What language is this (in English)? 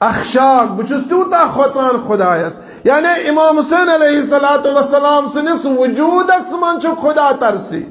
Kashmiri